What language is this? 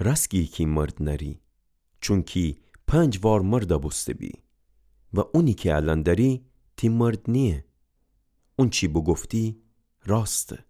Gilaki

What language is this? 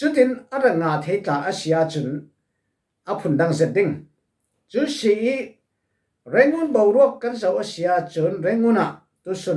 Falam Chin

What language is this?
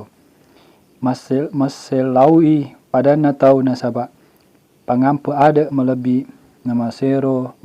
Buginese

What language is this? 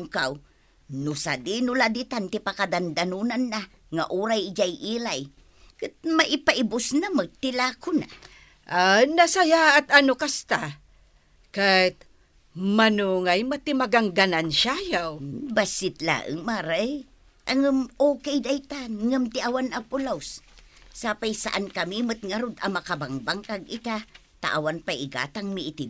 Iloko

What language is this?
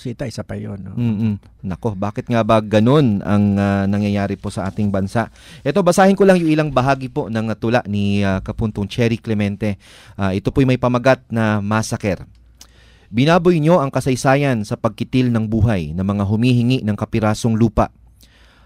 Filipino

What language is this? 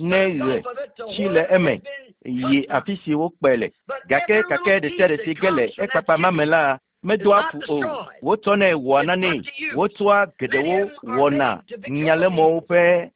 Ewe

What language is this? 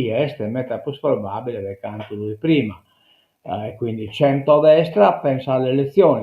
Sardinian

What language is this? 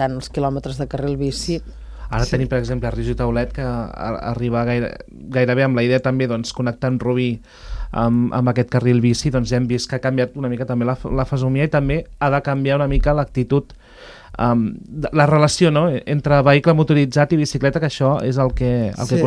Catalan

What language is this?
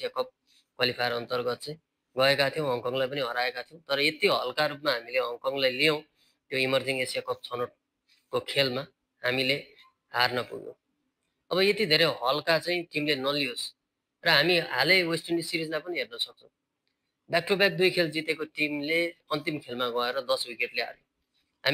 Nepali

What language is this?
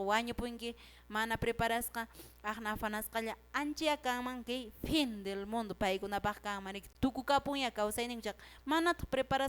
Quechua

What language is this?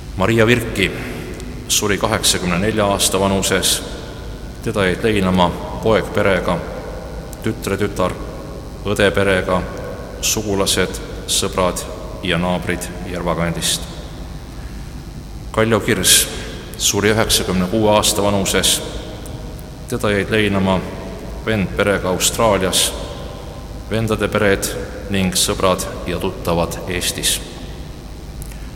Estonian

